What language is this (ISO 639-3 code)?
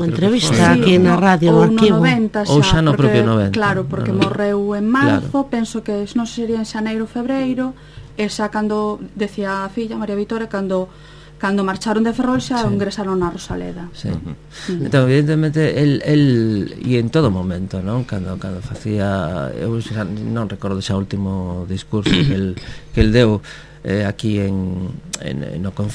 glg